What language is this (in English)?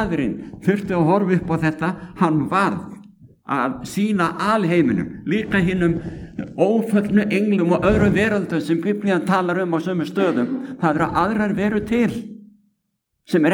Icelandic